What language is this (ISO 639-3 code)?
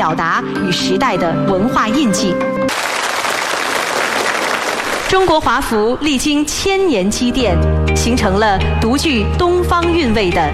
zho